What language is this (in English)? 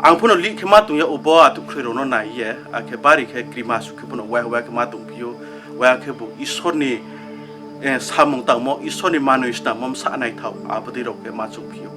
Riang (India)